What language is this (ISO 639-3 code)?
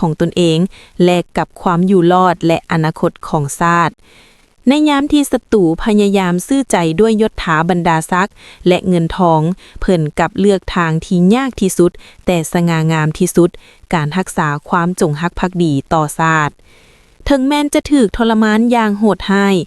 lao